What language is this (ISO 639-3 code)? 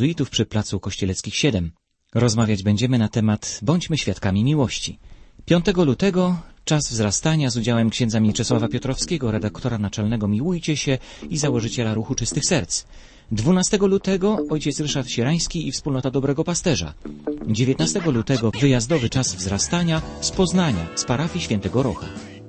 pol